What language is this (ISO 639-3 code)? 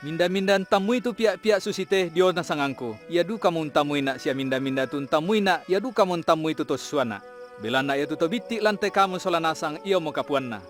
sda